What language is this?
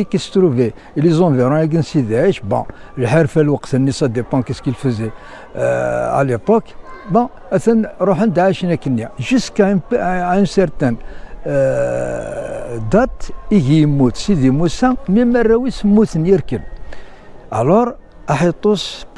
Kabyle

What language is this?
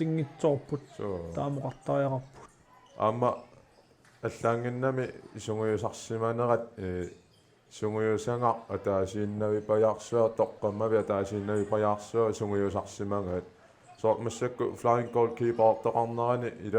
Kalaallisut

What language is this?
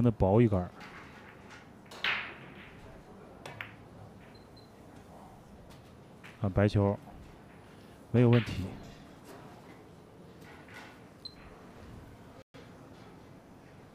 Chinese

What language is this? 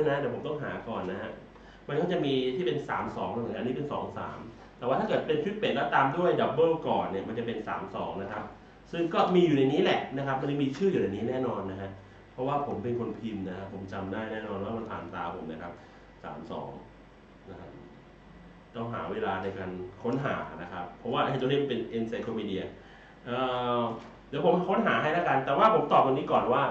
Thai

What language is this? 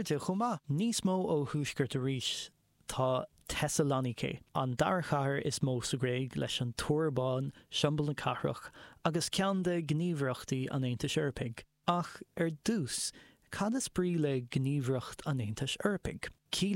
Irish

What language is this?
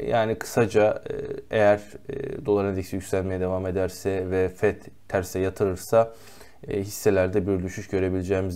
Turkish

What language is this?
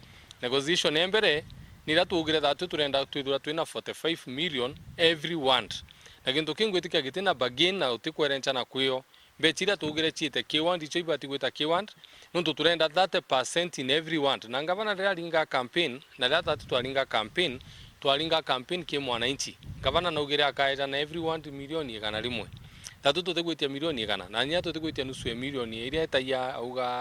Meru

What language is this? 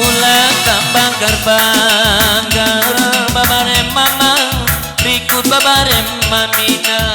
Batak Karo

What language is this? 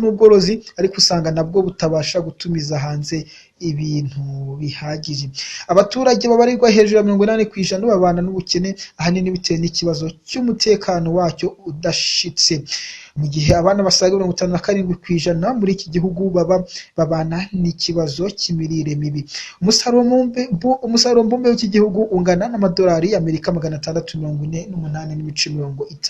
Kinyarwanda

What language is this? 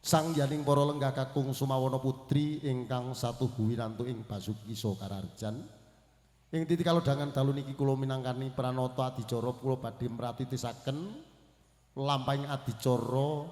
Javanese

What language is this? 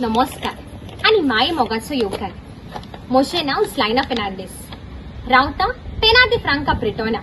Konkani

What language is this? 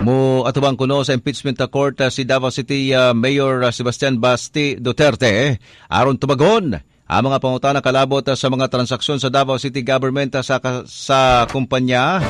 Cebuano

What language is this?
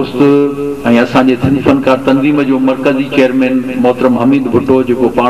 Sindhi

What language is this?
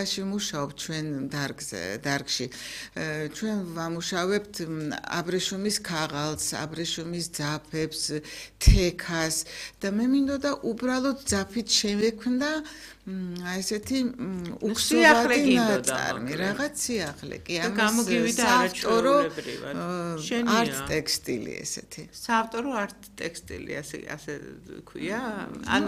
Georgian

